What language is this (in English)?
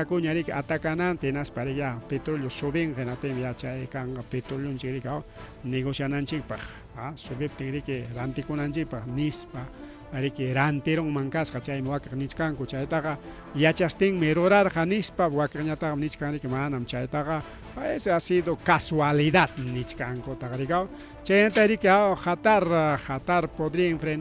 Ayacucho Quechua